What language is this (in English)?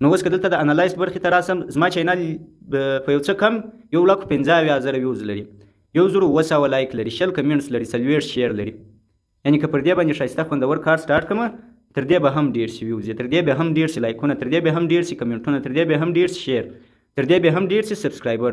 Pashto